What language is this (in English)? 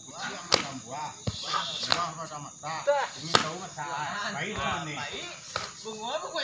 Minangkabau